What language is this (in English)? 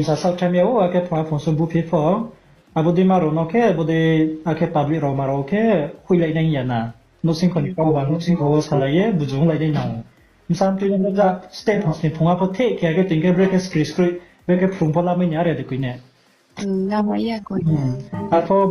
Riang (India)